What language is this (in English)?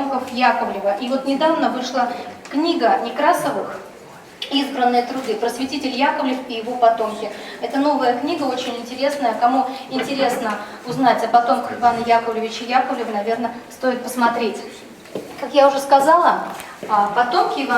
Chuvash